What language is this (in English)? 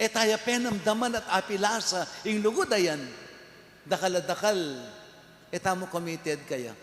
Pampanga